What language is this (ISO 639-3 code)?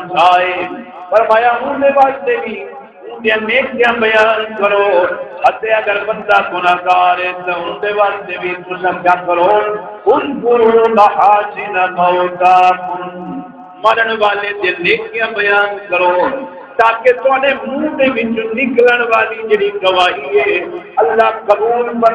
skr